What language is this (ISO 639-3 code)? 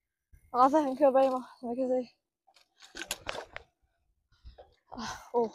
dan